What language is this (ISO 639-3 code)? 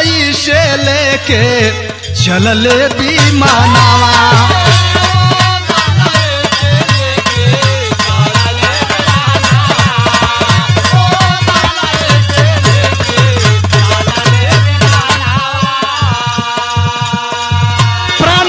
bho